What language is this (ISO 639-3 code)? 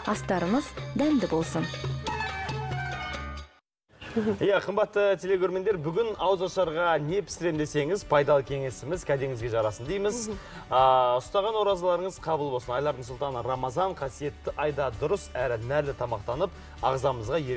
kaz